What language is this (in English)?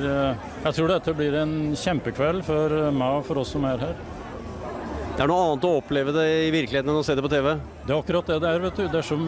Norwegian